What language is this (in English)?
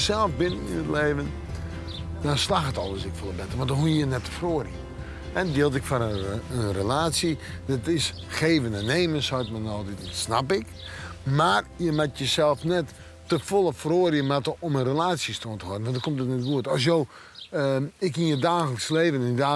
Western Frisian